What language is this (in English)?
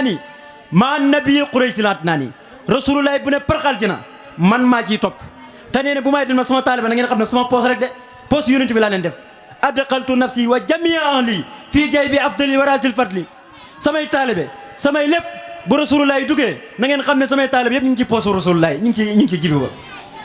Wolof